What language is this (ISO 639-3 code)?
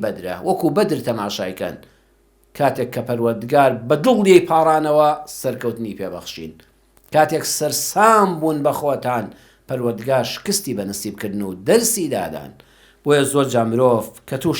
ckb